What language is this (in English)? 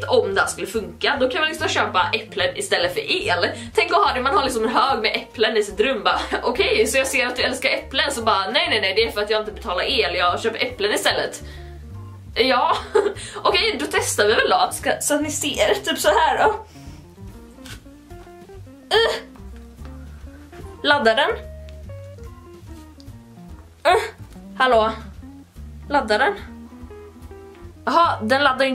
Swedish